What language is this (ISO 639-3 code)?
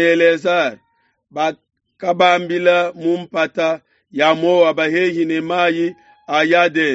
lua